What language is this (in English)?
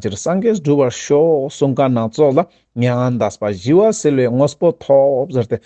Ladakhi